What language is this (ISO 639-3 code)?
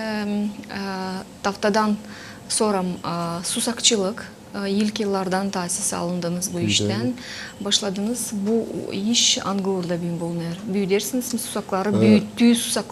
gag